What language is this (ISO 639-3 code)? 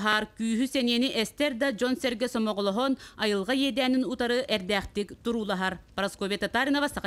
sah